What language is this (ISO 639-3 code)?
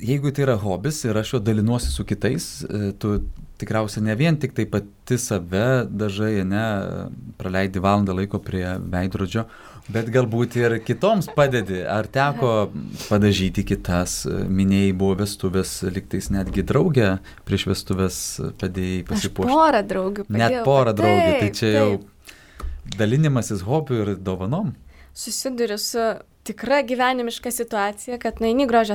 lit